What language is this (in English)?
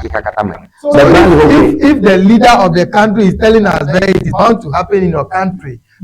Ewe